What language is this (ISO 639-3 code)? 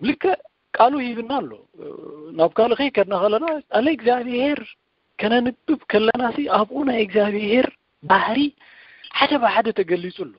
tir